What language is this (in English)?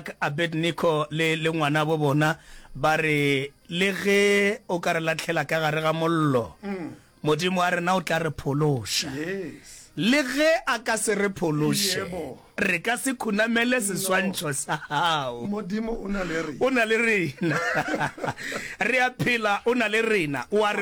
Northern Sotho